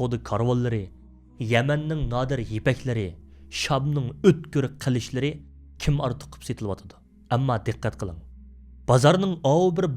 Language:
Uyghur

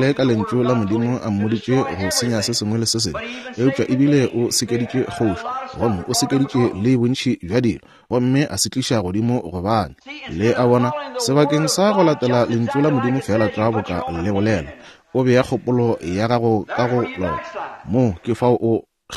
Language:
Northern Sotho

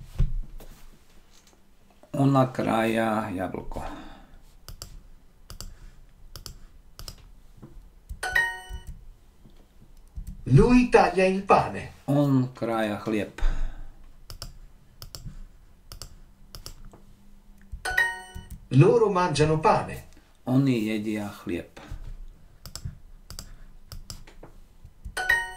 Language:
Slovak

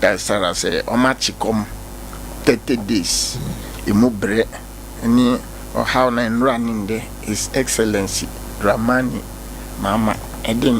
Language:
Akan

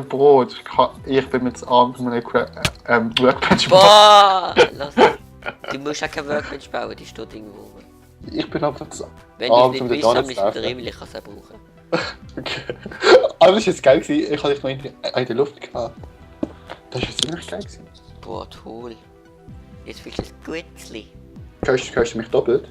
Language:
Swiss German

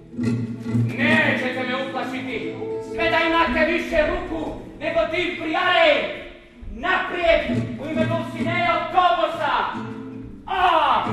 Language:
Croatian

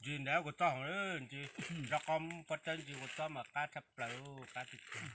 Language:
Hmong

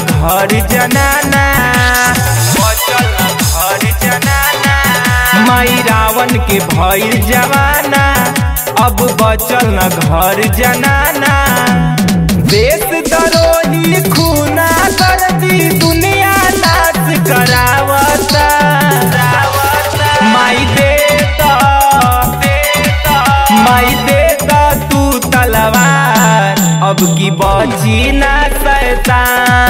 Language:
Bhojpuri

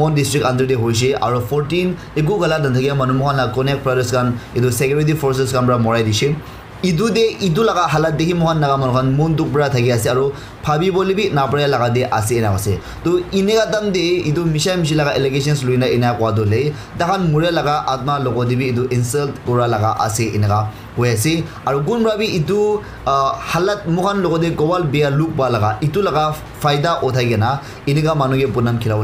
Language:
Naga Pidgin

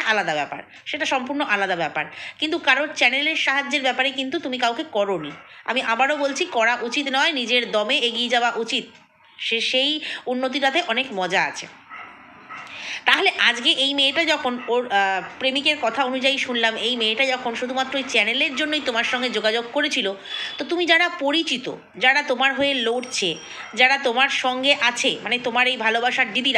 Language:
Bangla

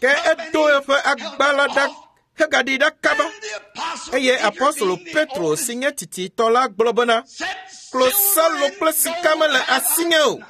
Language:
Ewe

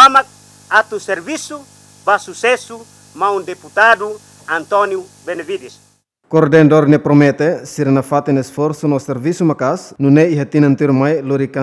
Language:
Tetum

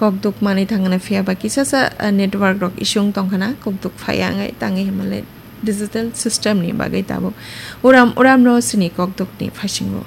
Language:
Kok Borok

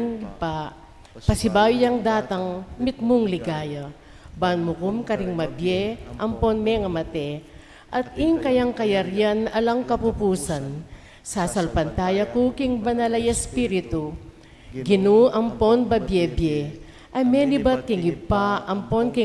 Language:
Pampanga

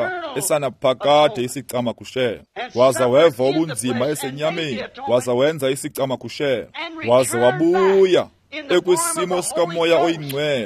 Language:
Xhosa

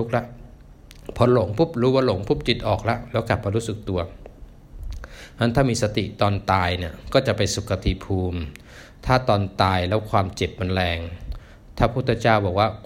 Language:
Thai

